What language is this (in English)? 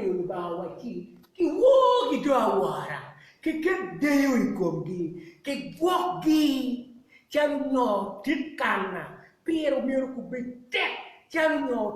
Acoli